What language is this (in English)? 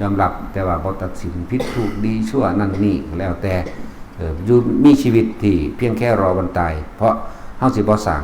Lao